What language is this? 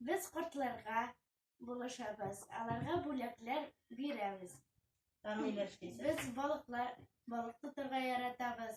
Tatar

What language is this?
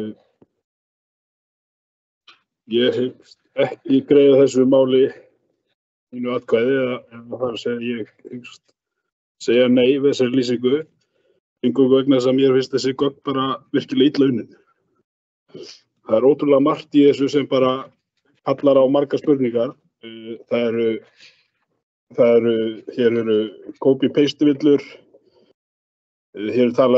Icelandic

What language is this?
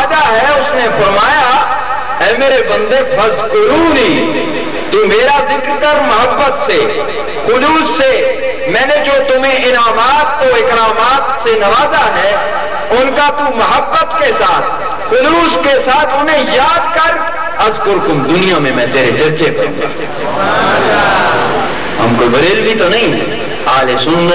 Urdu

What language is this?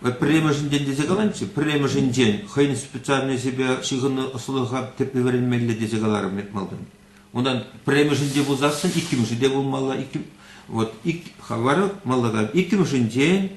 Chuvash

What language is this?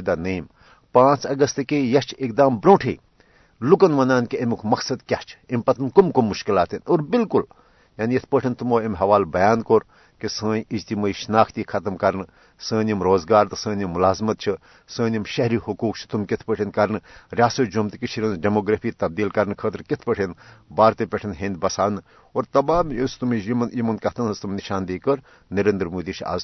Kashmiri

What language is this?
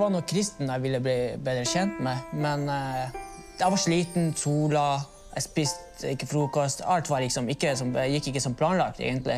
Norwegian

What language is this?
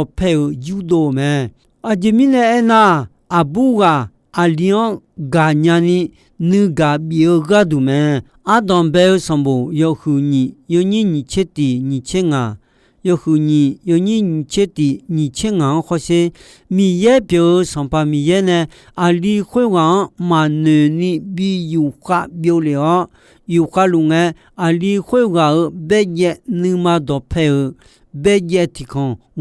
Akha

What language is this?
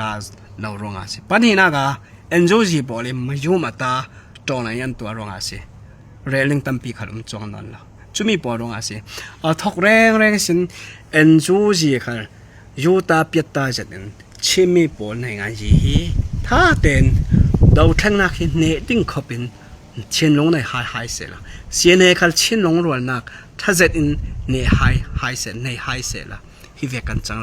Falam Chin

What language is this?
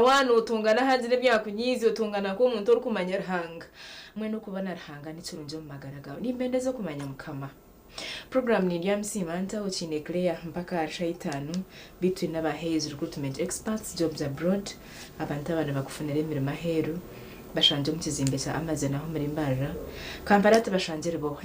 Nyankole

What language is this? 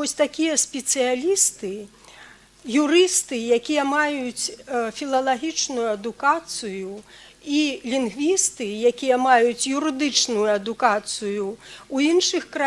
Belarusian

